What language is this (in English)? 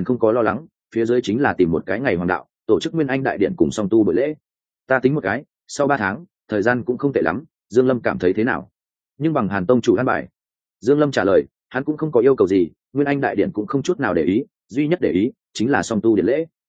Vietnamese